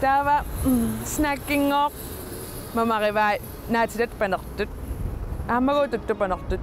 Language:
Kalaallisut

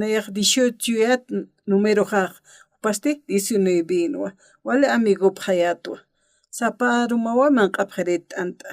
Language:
Aymara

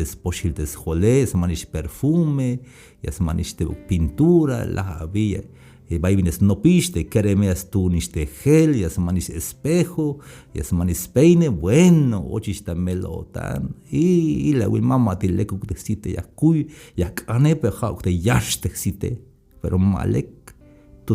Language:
Tzeltal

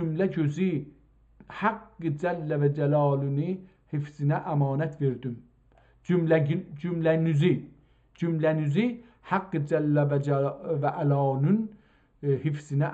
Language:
South Azerbaijani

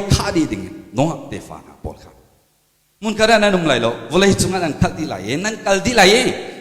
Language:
Hakha Chin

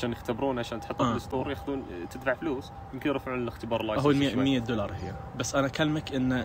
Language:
Najdi Arabic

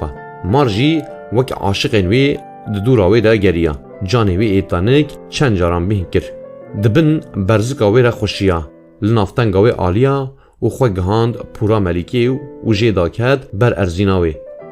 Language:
Kurdish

